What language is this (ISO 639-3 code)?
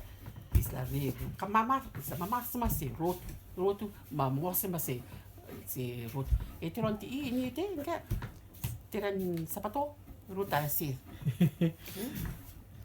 rtm